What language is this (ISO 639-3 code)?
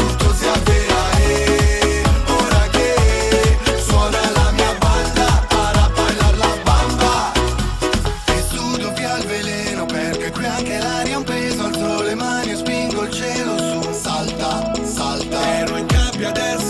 ita